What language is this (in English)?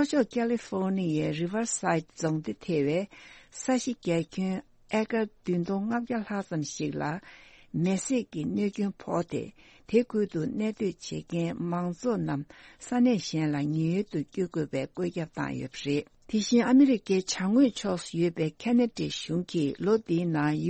Tibetan